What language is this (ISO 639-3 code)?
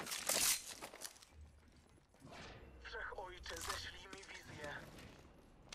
pol